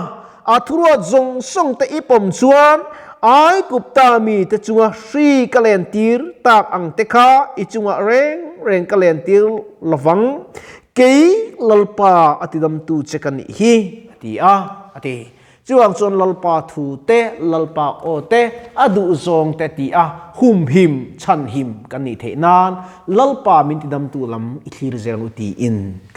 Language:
Mizo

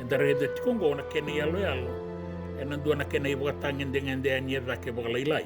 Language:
Fijian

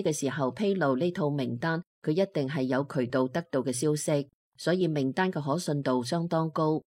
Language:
Cantonese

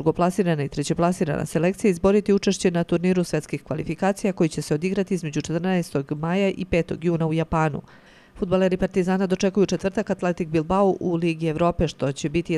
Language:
Serbian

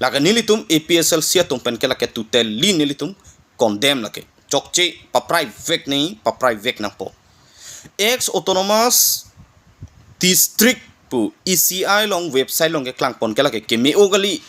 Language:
Karbi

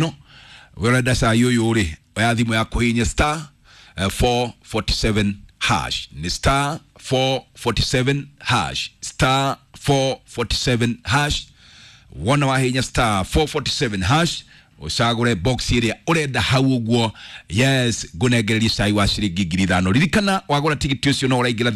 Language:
Kikuyu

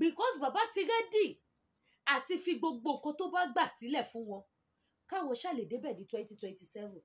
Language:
Yoruba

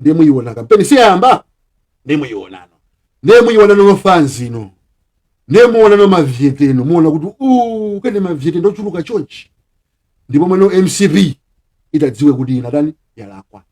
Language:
Nyanja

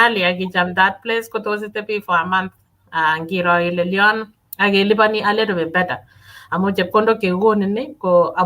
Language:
Kalenjin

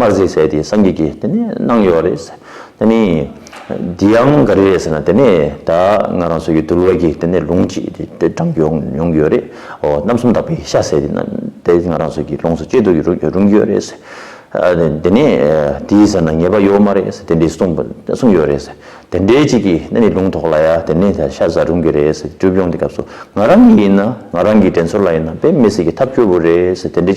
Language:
Tibetan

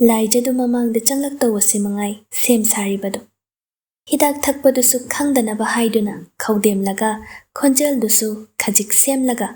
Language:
Manipuri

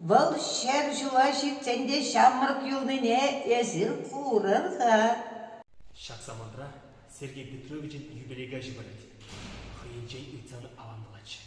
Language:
Chuvash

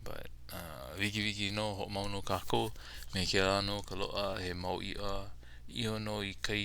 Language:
Hawaiian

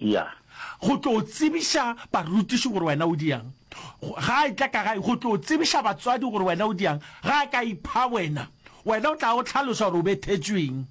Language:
Northern Sotho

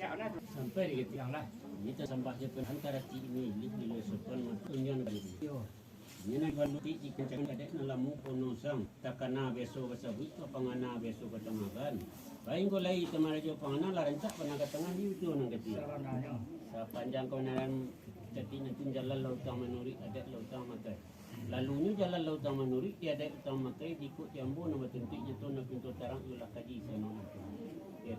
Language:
Minangkabau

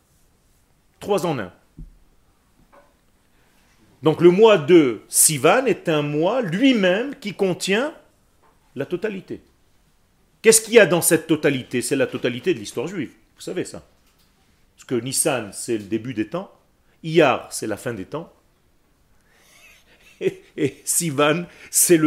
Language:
French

